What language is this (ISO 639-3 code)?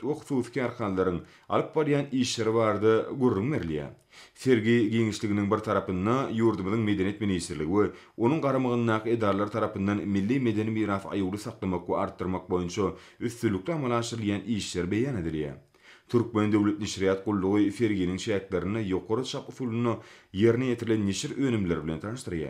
tuk